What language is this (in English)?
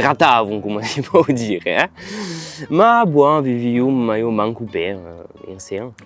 Occitan